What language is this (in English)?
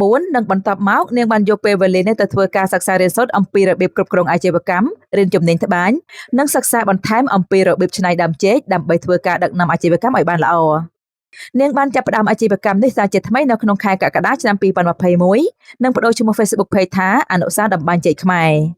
Khmer